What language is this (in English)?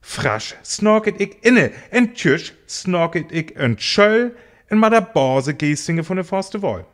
Northern Frisian